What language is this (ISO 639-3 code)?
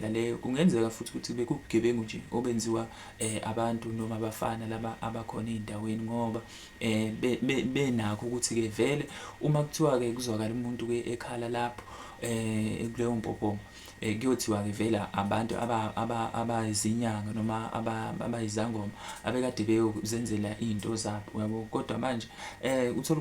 zul